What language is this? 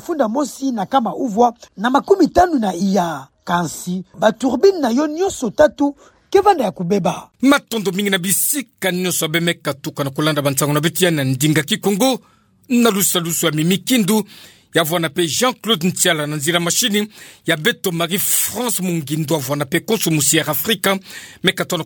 Kituba (Democratic Republic of Congo)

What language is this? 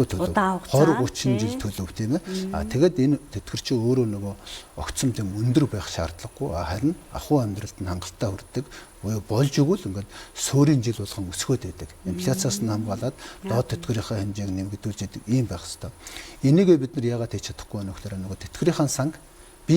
Mongolian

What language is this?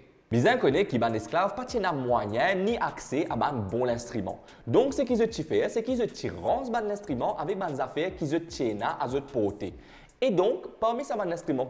Morisyen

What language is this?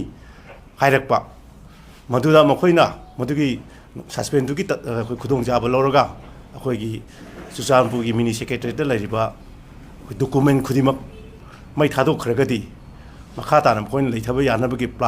Manipuri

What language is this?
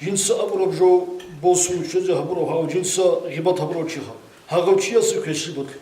Avaric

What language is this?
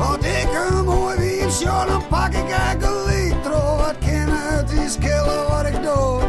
Western Frisian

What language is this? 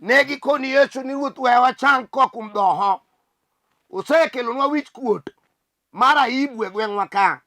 Luo (Kenya and Tanzania)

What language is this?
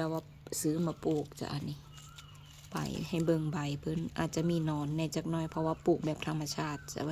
Lao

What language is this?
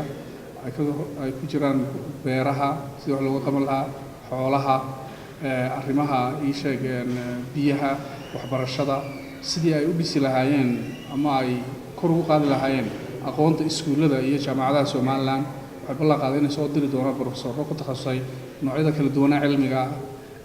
Somali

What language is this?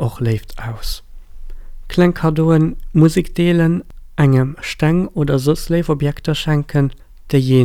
Luxembourgish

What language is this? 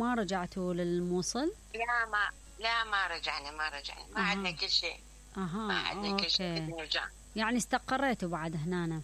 Mesopotamian Arabic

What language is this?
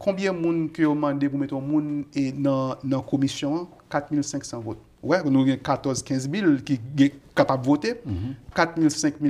Haitian Creole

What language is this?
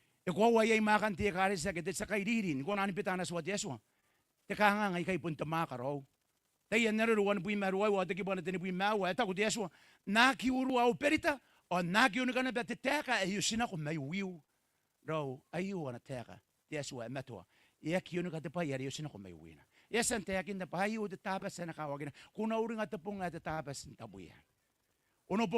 Gilbertese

